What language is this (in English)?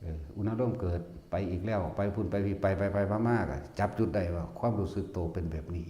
Northeastern Thai